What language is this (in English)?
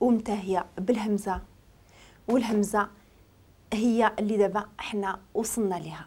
Moroccan Arabic